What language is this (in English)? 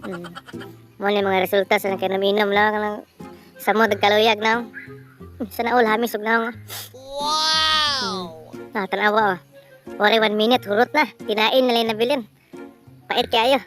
Cebuano